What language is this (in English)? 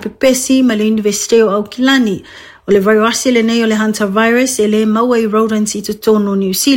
Samoan